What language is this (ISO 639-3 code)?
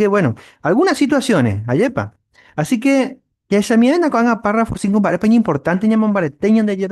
grn